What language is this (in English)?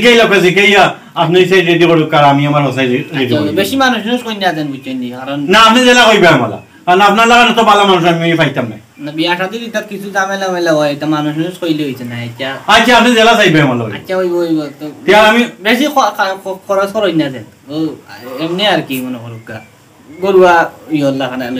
Sylheti